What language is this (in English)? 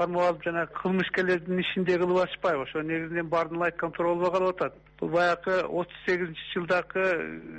Kyrgyz